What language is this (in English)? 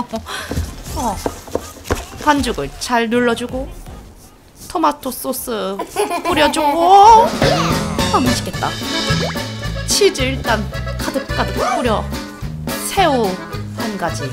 Korean